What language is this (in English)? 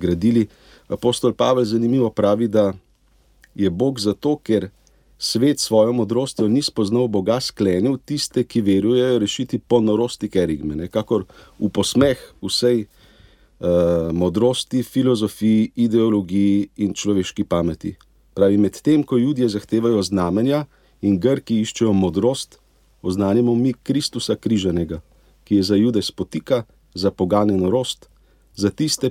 Slovenian